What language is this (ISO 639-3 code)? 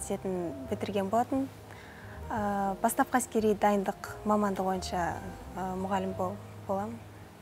kaz